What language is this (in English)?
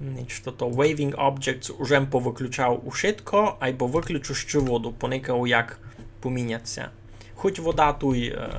Rusyn